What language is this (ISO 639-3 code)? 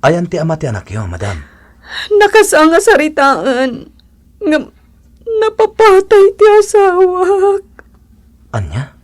ilo